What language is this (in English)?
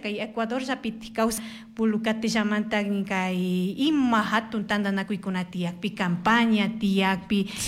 Chimborazo Highland Quichua